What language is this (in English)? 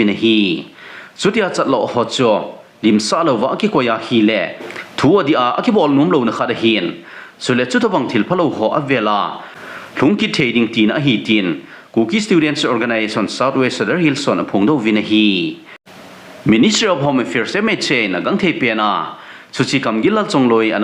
Thado Chin